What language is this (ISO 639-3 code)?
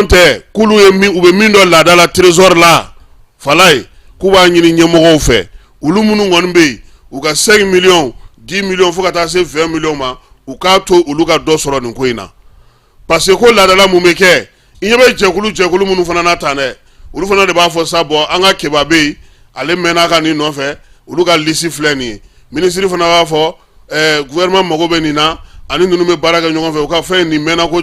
bam